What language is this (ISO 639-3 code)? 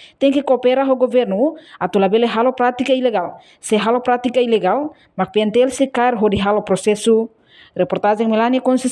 tet